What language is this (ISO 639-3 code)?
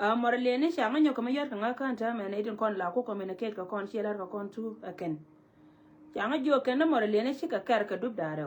nus